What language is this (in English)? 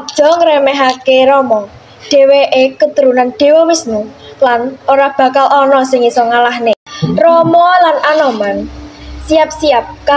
Javanese